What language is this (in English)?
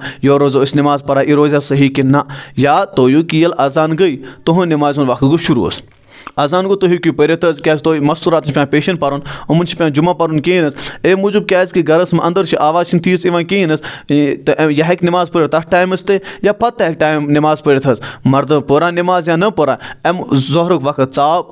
Kashmiri